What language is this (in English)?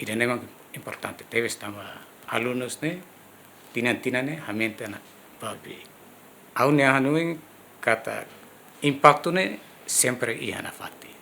Tetum